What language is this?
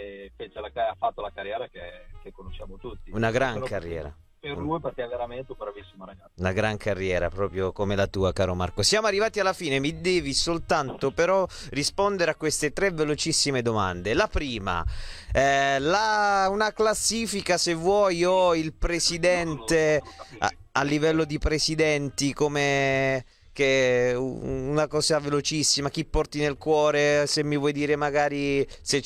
Italian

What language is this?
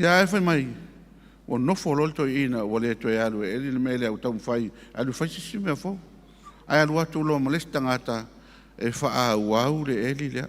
Samoan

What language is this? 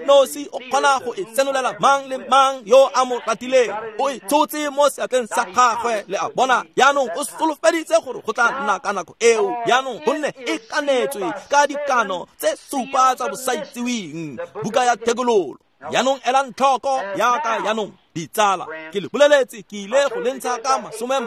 Tswana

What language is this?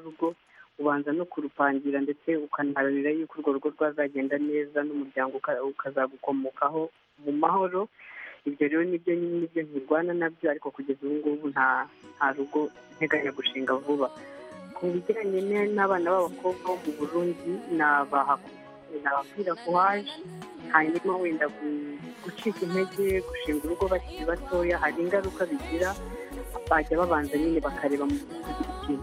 Kinyarwanda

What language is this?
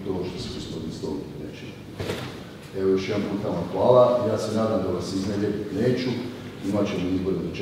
Croatian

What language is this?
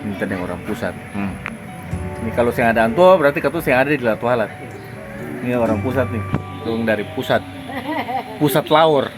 Ambonese Malay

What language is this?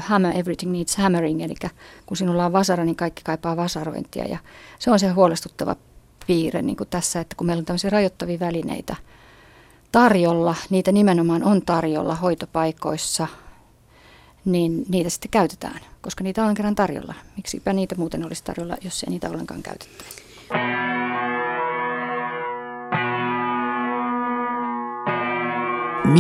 Finnish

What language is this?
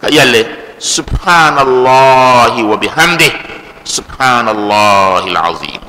Dagbani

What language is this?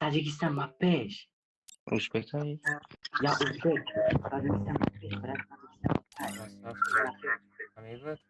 Tajik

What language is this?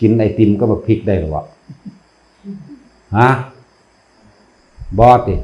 Northeastern Thai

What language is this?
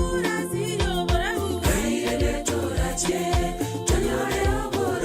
Gusii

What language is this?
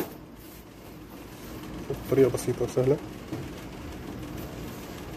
Arabic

